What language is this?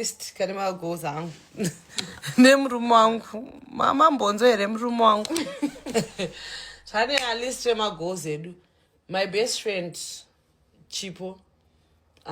Shona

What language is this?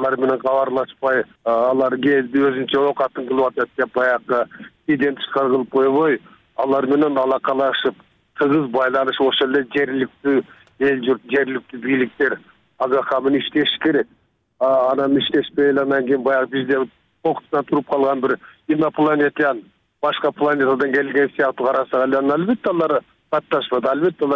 Kyrgyz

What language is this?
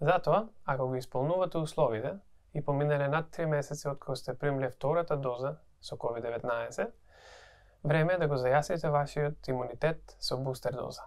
Macedonian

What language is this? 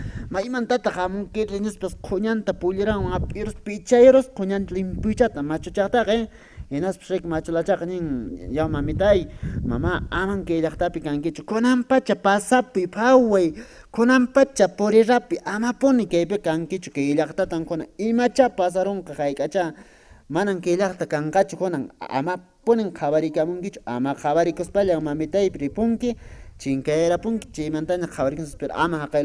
Quechua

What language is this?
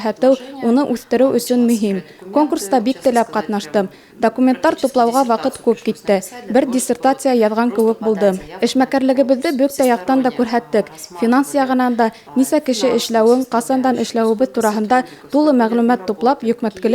Bashkir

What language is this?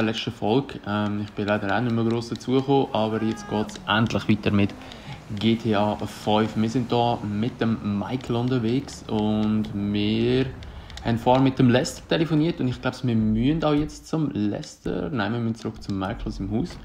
Swiss German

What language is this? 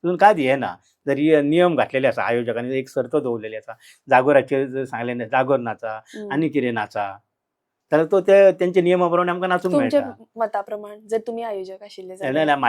Konkani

